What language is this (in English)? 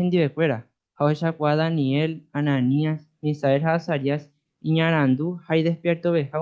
Guarani